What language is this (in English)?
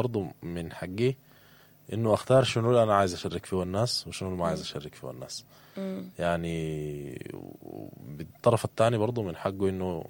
Sudanese Arabic